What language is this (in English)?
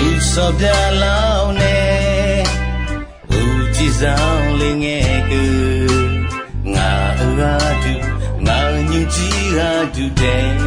Akha